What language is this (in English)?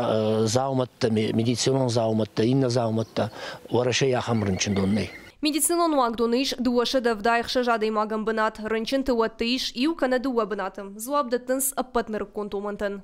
Ossetic